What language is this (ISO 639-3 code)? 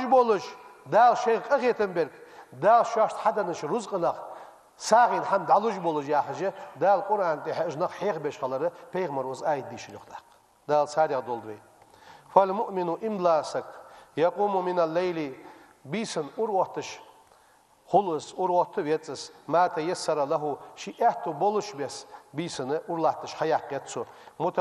inh